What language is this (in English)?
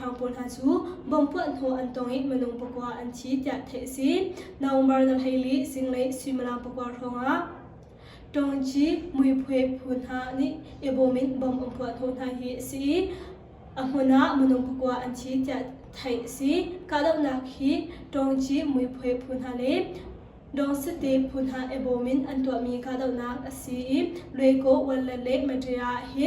Hakha Chin